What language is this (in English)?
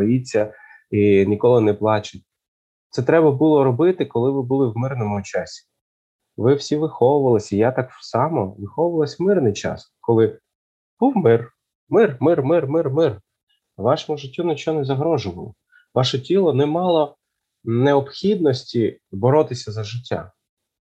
Ukrainian